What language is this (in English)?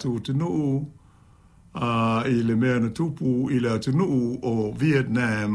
Samoan